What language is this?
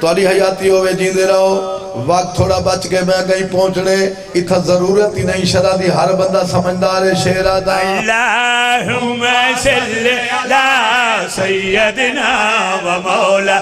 Saraiki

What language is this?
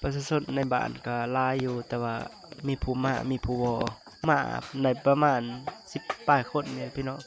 Lao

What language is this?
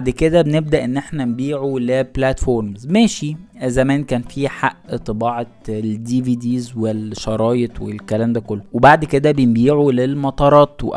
Egyptian Arabic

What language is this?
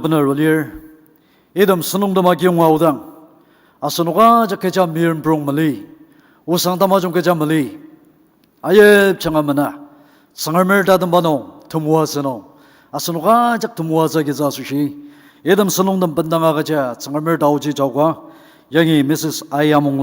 Ao Naga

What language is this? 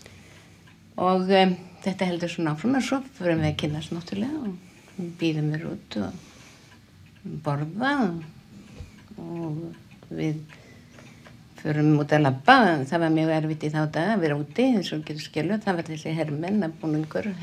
Icelandic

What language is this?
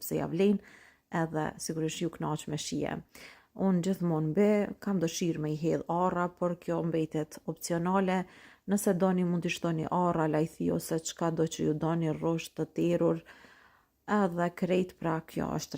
Albanian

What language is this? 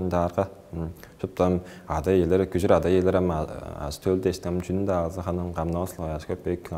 Tuvinian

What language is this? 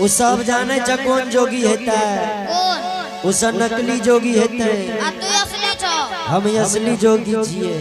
Angika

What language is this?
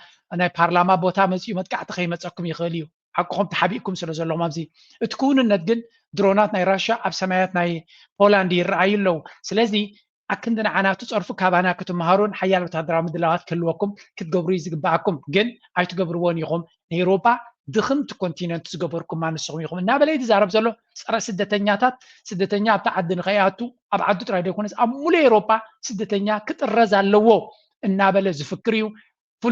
Tigrinya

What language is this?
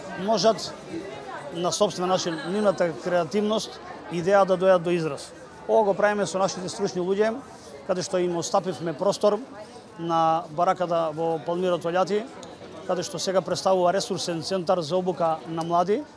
Macedonian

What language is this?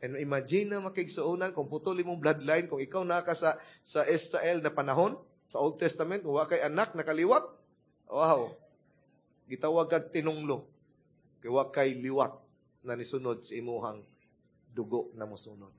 Cebuano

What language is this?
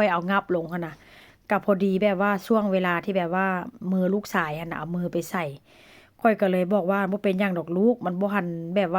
Northeastern Thai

